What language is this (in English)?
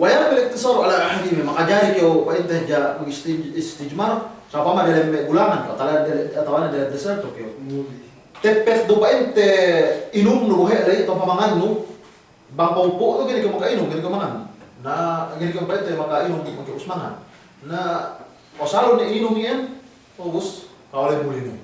Yakan